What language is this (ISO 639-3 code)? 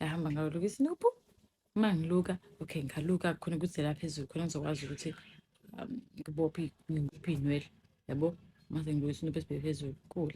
zul